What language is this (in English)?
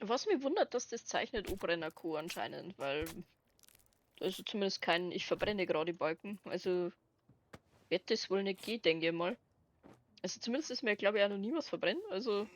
Bavarian